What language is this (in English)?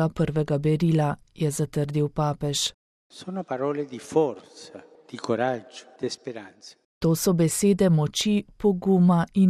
Slovenian